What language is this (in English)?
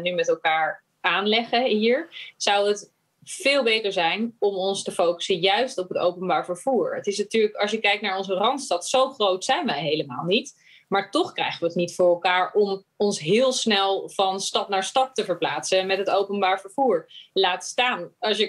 Dutch